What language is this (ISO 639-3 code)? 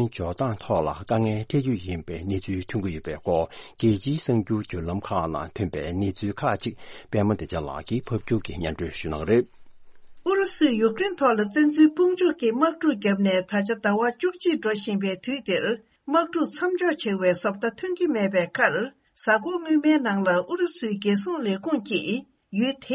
bod